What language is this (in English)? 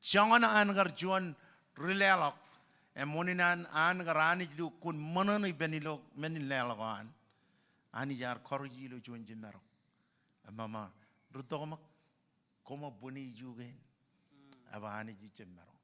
Marshallese